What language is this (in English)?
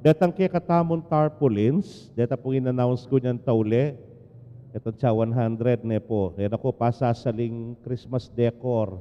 Pampanga